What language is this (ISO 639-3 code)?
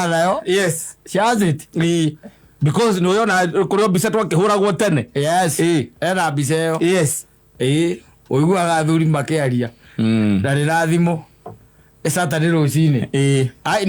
kik